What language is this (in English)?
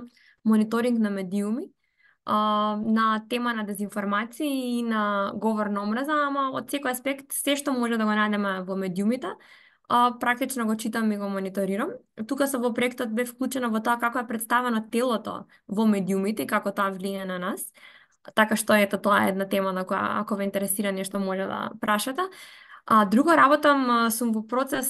Macedonian